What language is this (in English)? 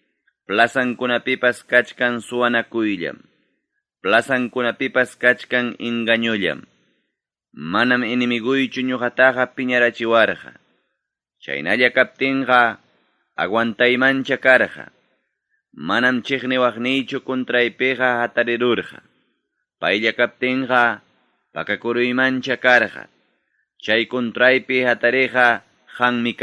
Ayacucho Quechua